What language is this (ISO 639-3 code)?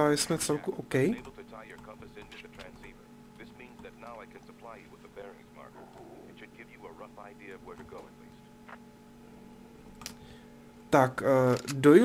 ces